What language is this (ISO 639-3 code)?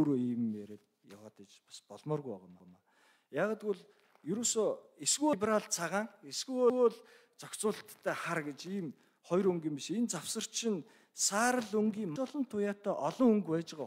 mon